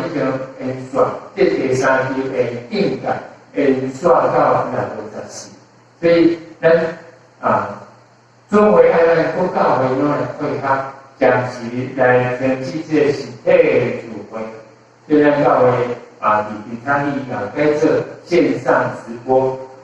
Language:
Min Nan Chinese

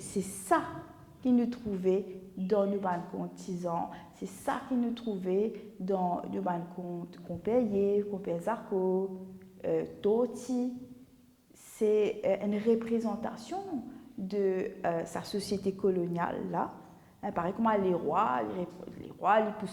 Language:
Morisyen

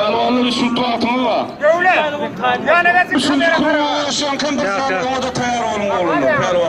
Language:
Turkmen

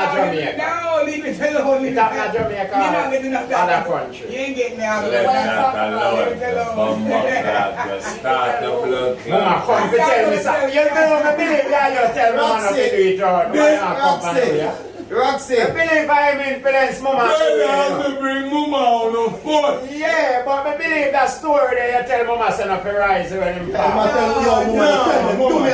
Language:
Jamaican Creole English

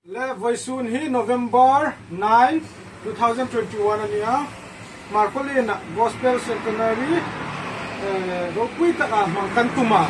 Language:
Hmar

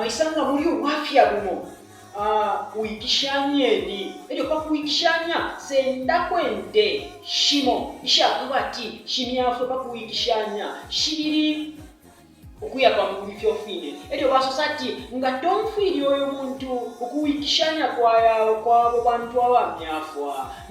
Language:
Bemba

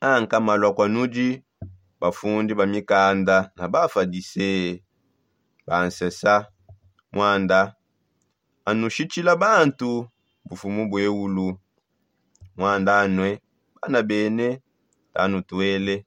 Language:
Songe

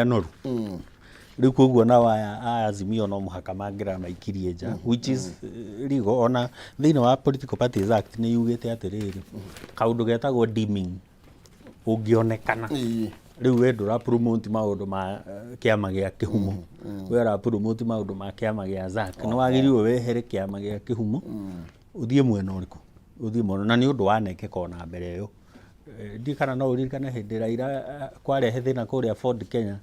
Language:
Kikuyu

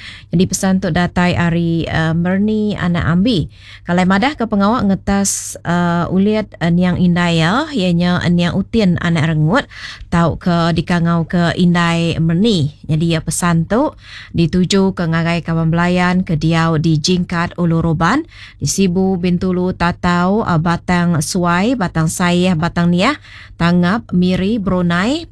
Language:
Iban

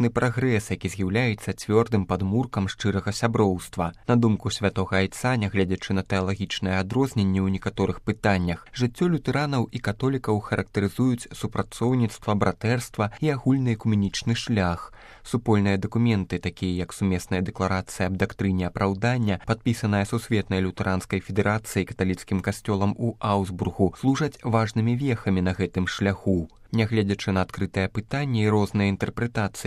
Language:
Belarusian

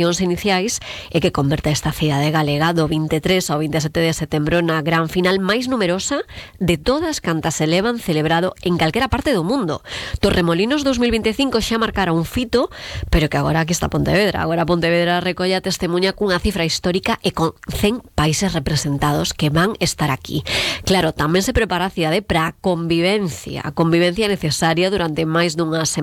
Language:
Galician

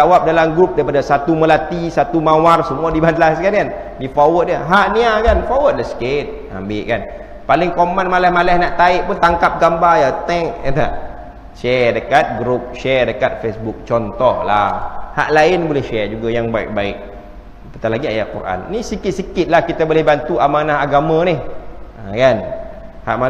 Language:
Malay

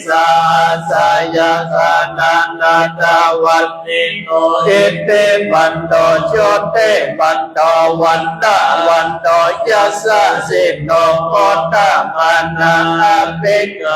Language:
Pali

